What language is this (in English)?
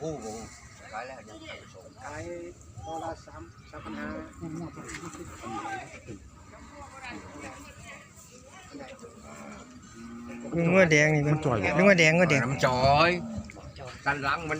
Northeastern Thai